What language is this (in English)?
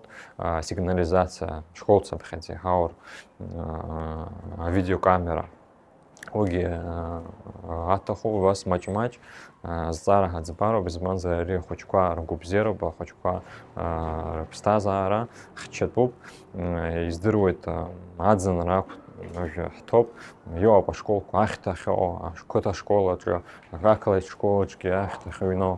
Abkhazian